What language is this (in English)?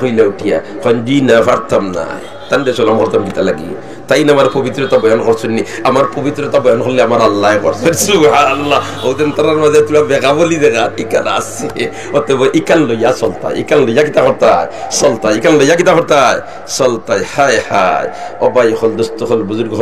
Sylheti